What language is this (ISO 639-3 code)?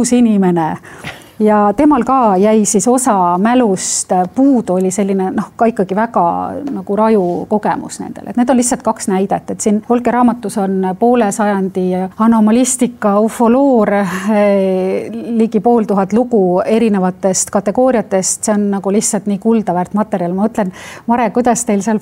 est